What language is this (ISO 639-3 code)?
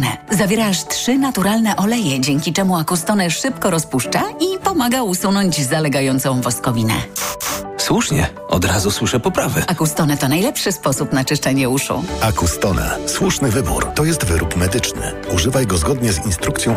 pol